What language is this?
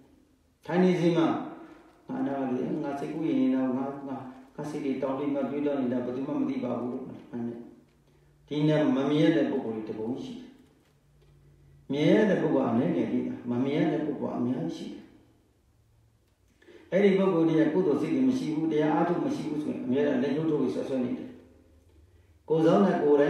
Burmese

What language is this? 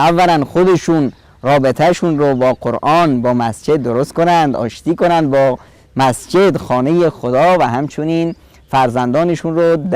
Persian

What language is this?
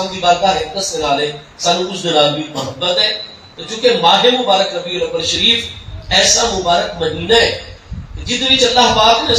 Saraiki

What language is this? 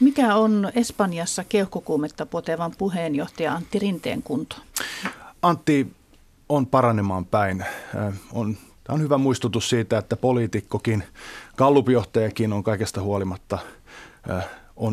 Finnish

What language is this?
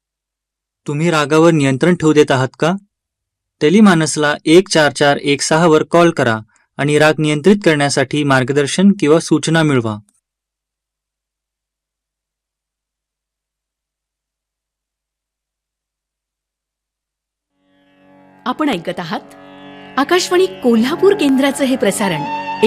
Marathi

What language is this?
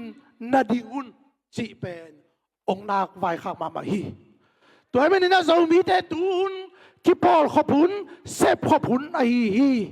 Tedim Chin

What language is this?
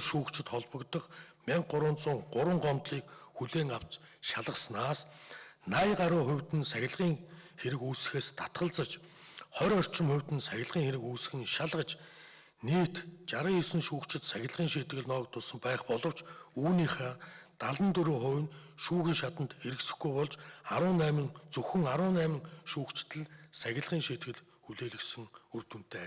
Mongolian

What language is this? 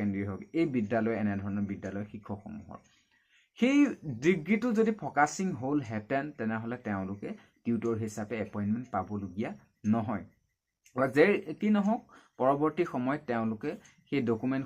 Assamese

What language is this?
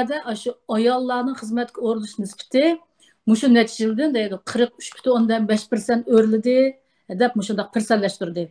Uyghur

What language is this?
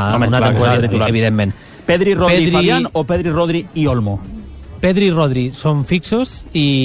Catalan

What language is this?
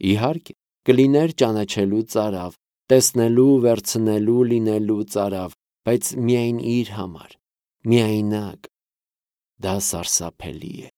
Armenian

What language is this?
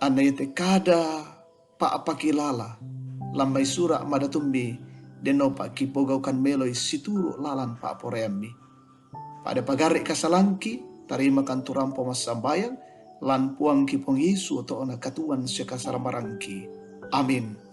Toraja-Sa'dan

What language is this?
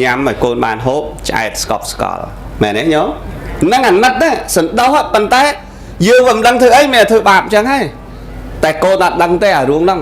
Khmer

